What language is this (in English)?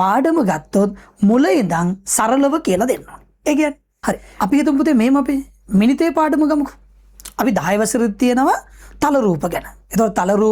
Sinhala